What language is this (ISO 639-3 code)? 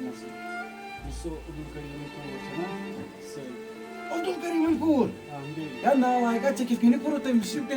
kas